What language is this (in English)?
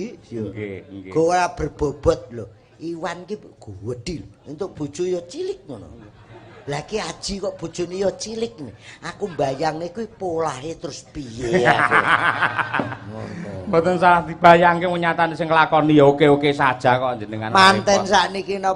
Javanese